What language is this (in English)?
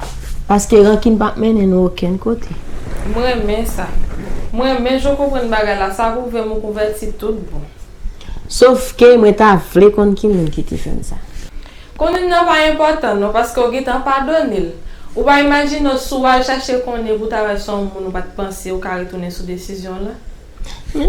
Haitian Creole